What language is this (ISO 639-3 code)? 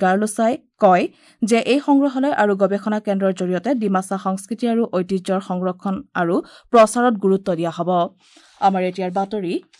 asm